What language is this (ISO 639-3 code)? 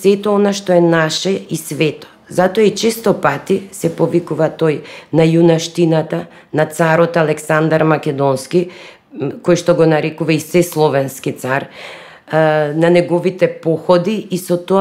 mkd